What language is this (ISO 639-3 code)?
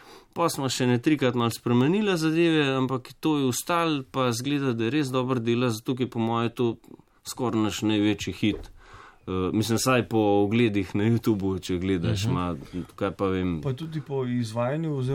slv